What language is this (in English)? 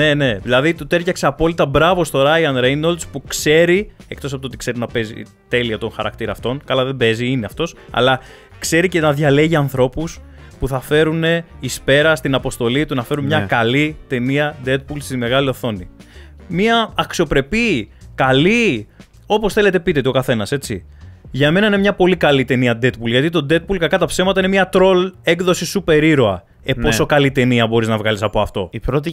Greek